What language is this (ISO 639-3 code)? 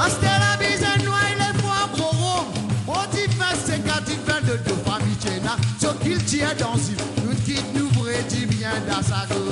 mfe